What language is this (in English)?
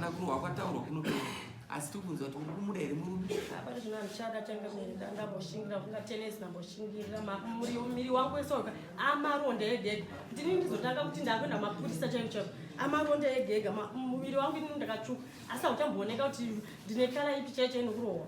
Shona